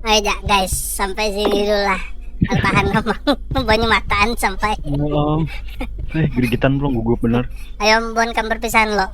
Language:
Banjar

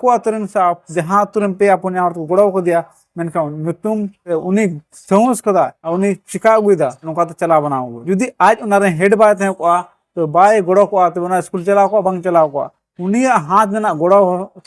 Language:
Santali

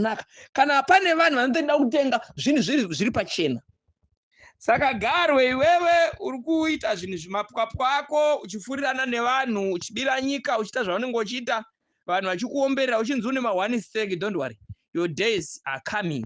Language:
Shona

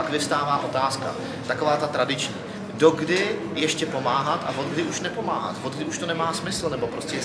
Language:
Czech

